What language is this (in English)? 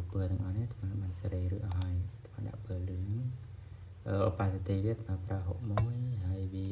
Khmer